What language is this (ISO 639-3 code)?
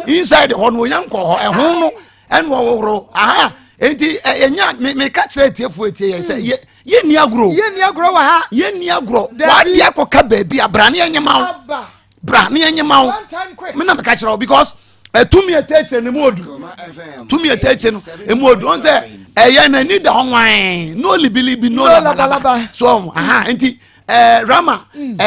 aka